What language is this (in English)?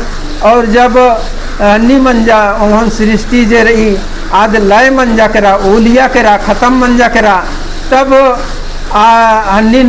Kurukh